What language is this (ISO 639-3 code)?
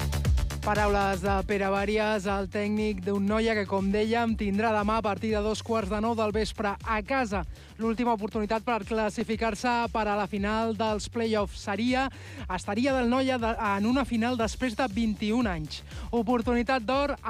cat